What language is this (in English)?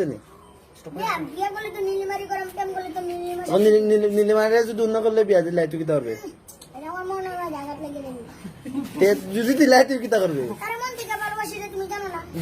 Sylheti